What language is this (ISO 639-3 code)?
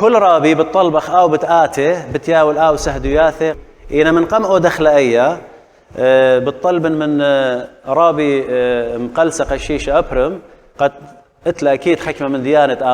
aii